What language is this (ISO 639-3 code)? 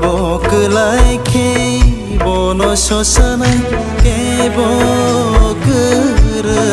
trp